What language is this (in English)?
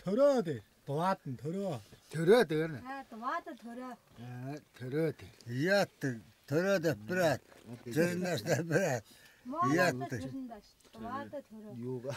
Tuvinian